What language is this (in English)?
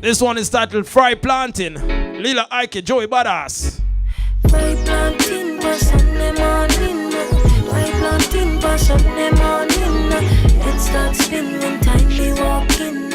Jamaican Creole English